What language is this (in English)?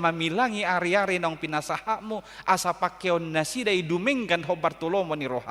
Batak Toba